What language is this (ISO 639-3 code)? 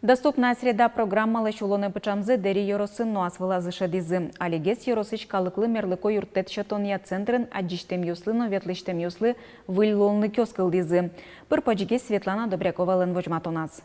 udm